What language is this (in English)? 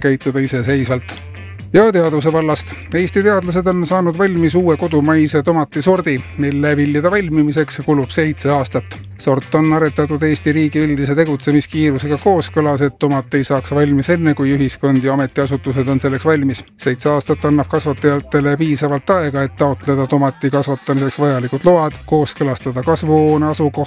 Estonian